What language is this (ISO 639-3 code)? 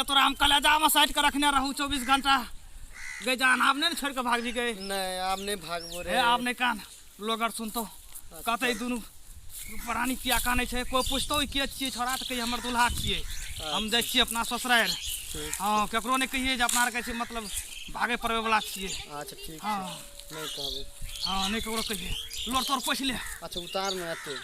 mai